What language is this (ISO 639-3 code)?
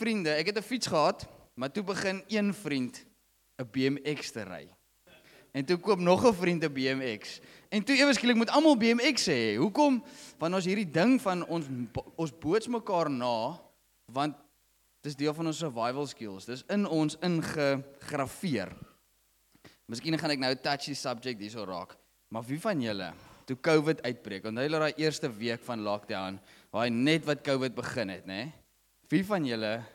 afr